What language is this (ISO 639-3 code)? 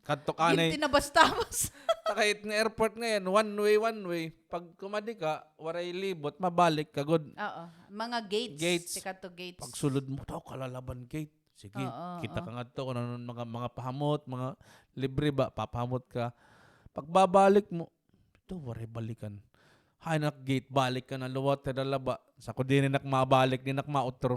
war